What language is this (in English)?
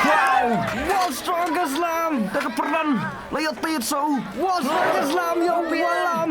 Khasi